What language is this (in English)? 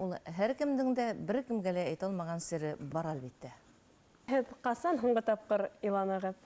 Bashkir